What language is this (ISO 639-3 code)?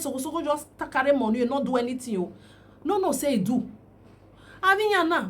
pcm